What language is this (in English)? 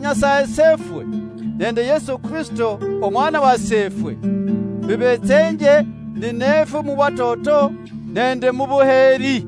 Luyia